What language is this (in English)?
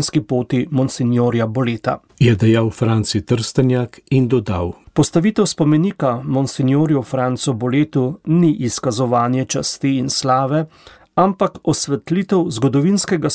Slovenian